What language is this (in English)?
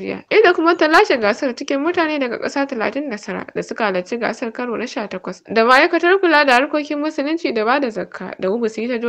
Hausa